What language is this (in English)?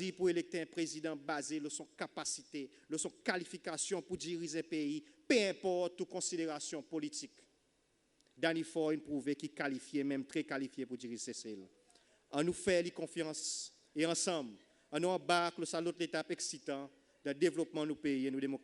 Seselwa Creole French